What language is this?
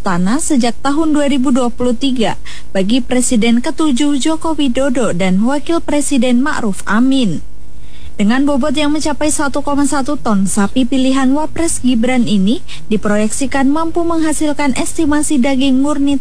Indonesian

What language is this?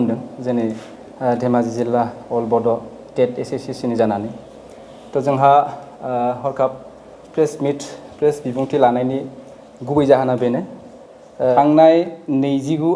Bodo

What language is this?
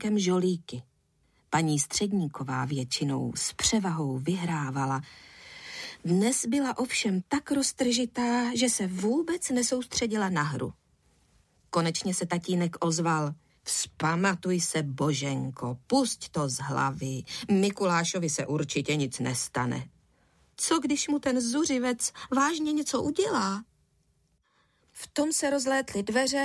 Czech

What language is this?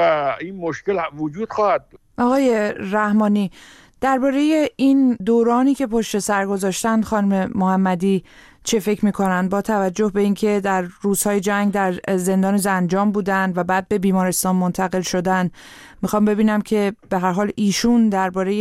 Persian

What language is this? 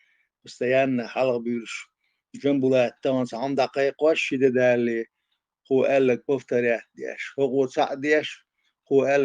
Chechen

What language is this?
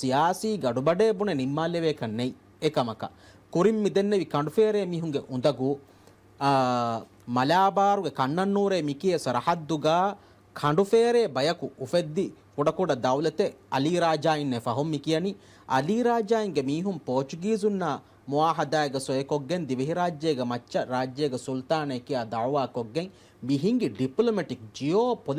Divehi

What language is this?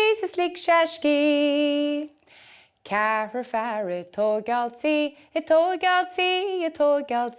Irish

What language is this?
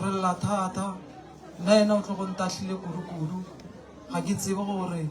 Northern Sotho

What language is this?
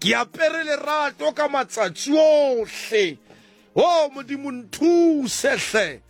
Southern Sotho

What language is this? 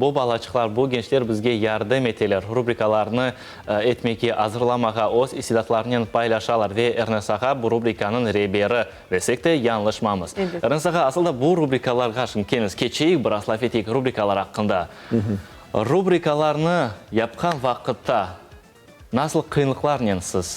Crimean Tatar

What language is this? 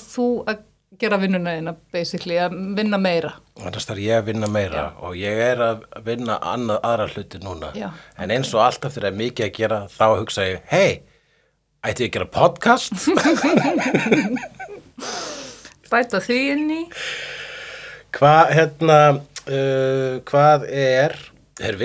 Icelandic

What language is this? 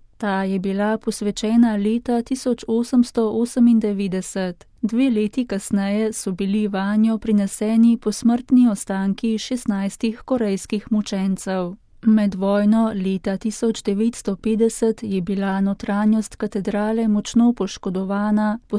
Slovenian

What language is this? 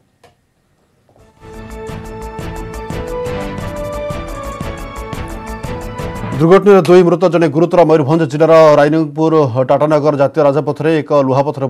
Odia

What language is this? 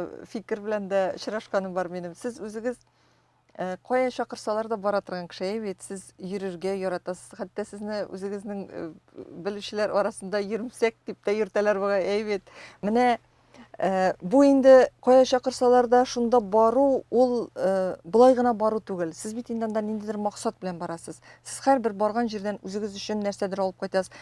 Tatar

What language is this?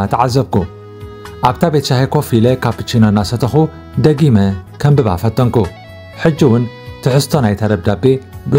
Tigrinya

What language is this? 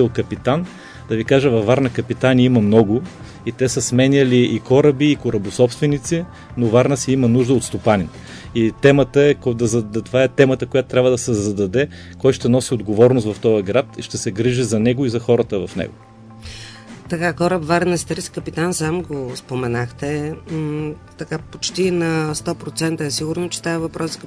Bulgarian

